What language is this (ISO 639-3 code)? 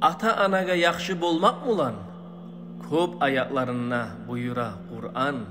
kum